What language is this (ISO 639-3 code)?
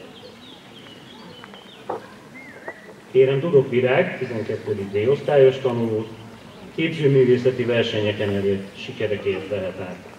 hun